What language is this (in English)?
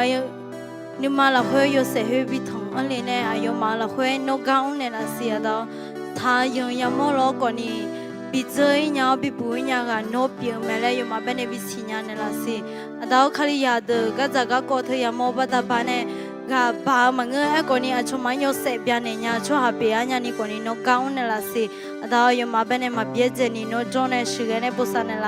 Akha